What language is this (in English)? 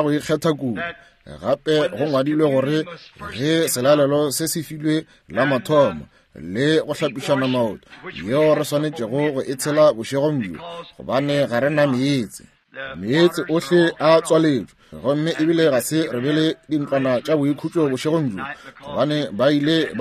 Northern Sotho